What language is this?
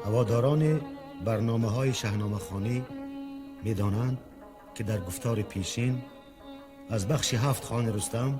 Tajik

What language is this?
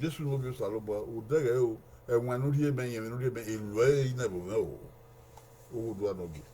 Bini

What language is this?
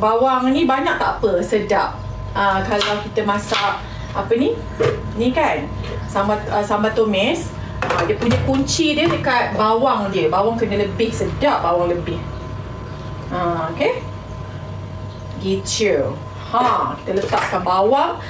Malay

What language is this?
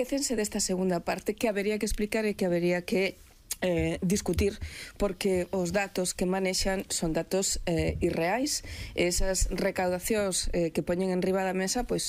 Galician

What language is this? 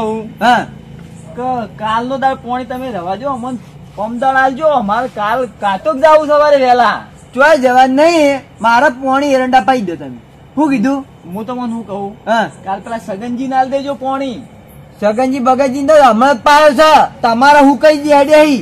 Gujarati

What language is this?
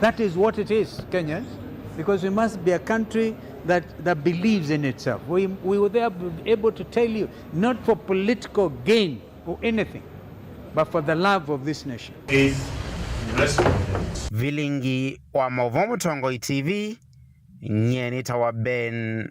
Kamba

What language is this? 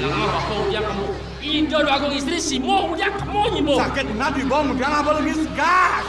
Balinese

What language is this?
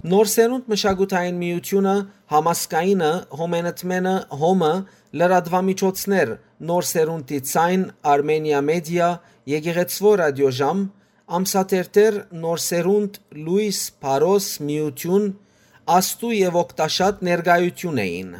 Western Armenian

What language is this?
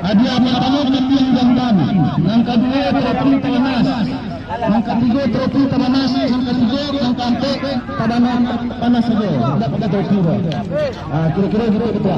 Minangkabau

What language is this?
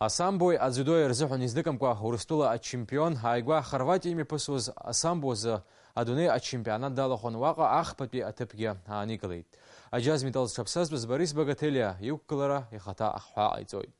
Abkhazian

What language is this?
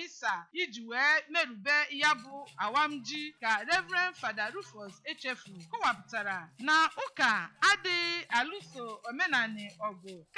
Igbo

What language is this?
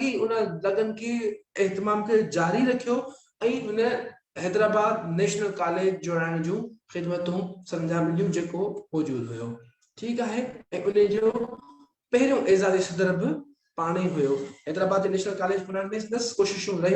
Sindhi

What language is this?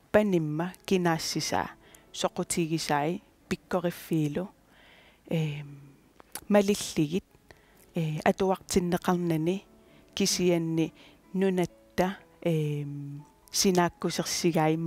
Kalaallisut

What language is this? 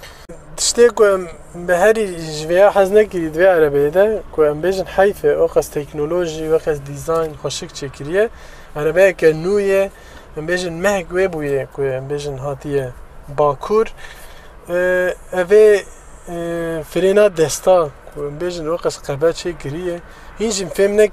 Kurdish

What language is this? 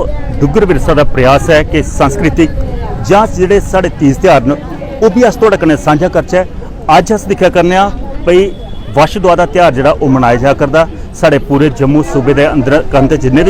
Dogri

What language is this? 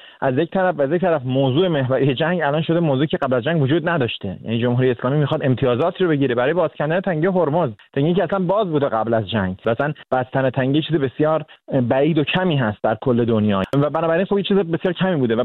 Persian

